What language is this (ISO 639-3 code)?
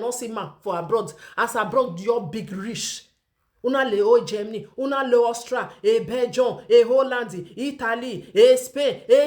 pcm